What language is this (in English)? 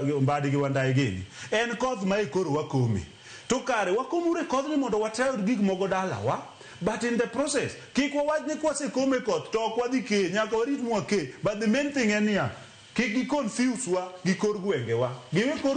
Luo (Kenya and Tanzania)